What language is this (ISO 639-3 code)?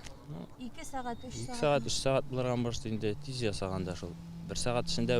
tat